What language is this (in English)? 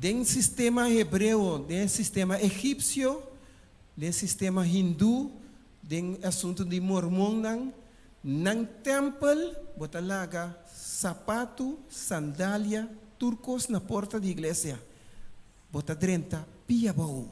Papiamento